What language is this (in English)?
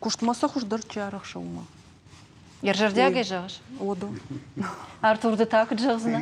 Ossetic